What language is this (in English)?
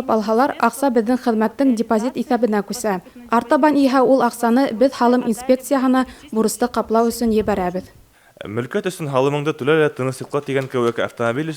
Bashkir